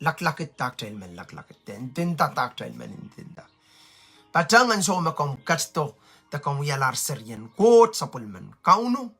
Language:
Pohnpeian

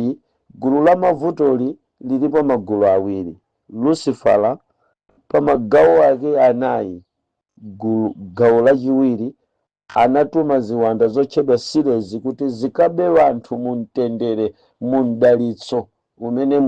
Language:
Nyanja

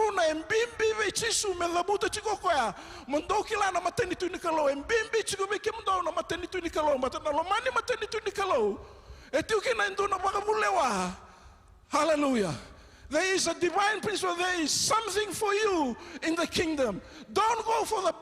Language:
Fijian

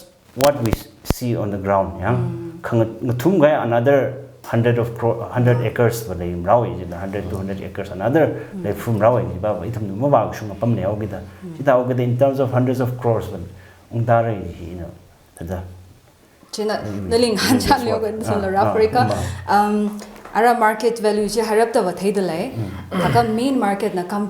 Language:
Tangkhul Naga (India)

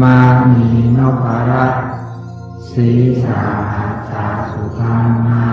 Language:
Pali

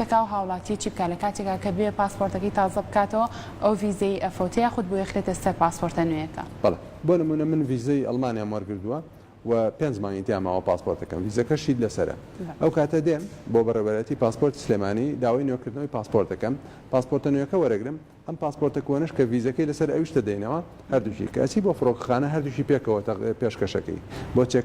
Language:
Central Kurdish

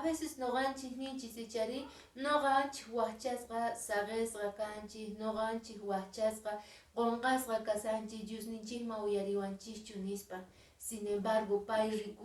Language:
Quechua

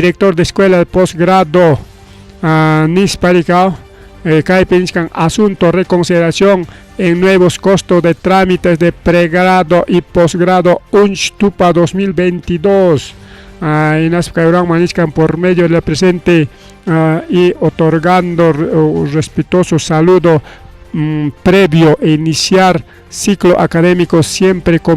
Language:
Ayacucho Quechua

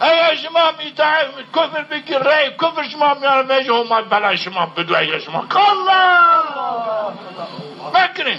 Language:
Zaza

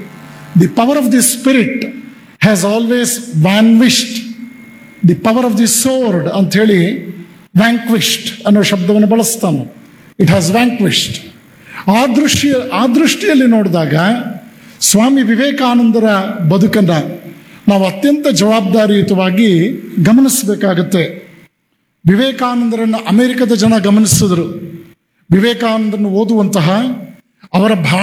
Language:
Kannada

